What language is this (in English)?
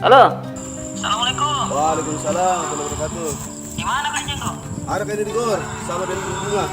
Makassar Malay